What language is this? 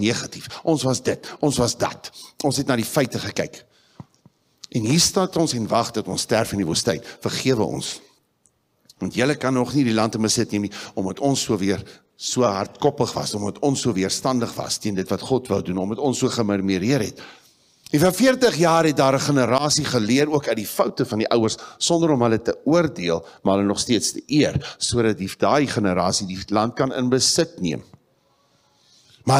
Afrikaans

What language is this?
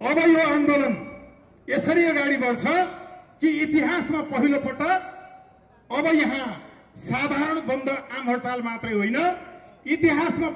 Nepali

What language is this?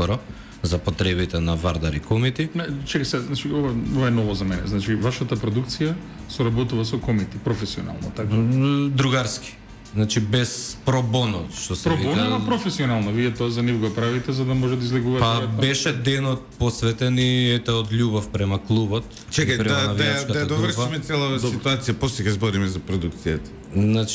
Macedonian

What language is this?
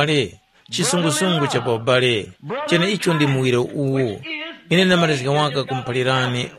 Tumbuka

